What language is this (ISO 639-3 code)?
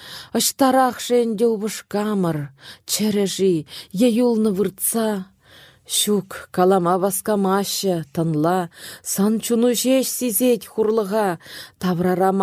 chv